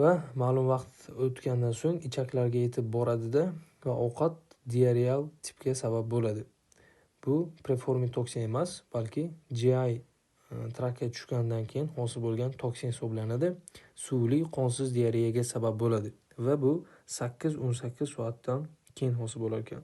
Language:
Uzbek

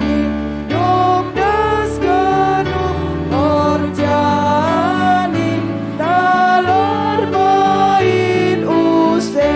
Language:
Batak Simalungun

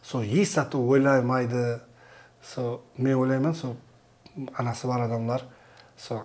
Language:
Kara-Kalpak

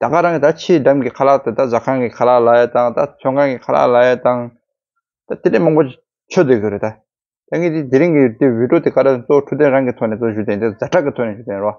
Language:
Tibetan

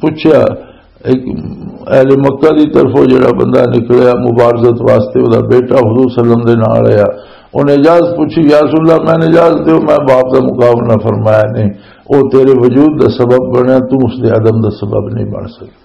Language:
Western Panjabi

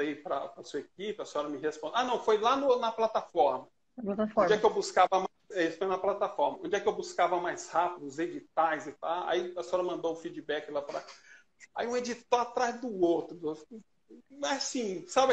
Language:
Portuguese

